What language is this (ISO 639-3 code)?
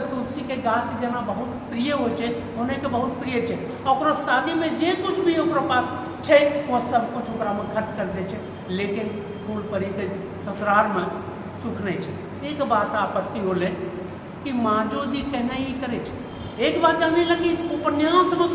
anp